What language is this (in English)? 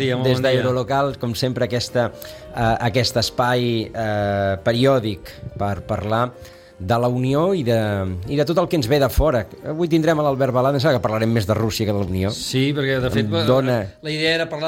Catalan